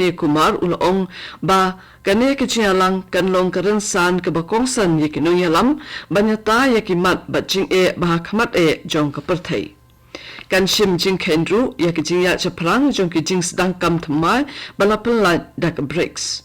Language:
Khasi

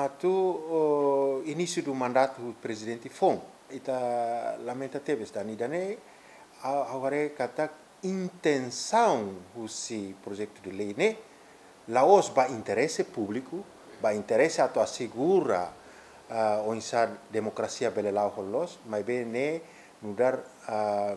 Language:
Tetum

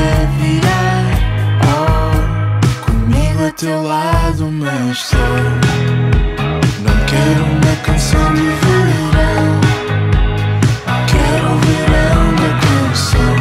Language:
Portuguese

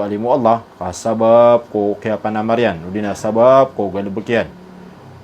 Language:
Maranao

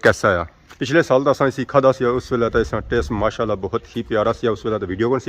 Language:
Pahari-Potwari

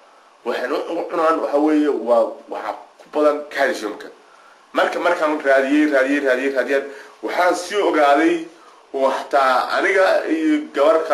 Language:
Somali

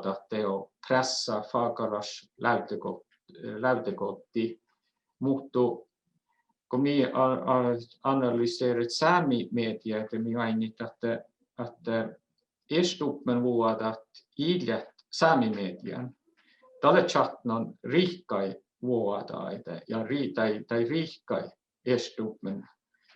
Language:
Northern Sami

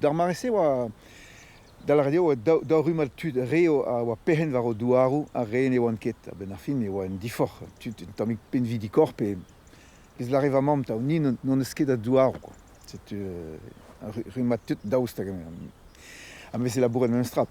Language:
Breton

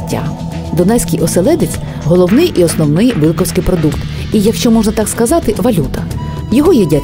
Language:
Ukrainian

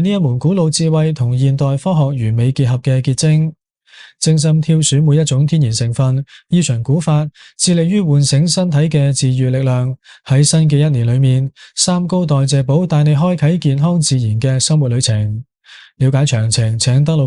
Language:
Cantonese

